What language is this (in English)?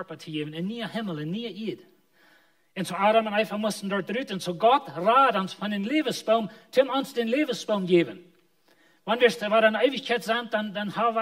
Plautdietsch